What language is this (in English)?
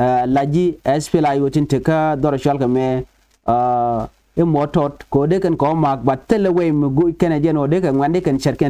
Nuer